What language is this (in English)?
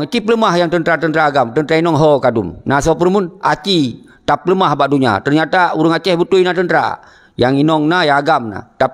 Achinese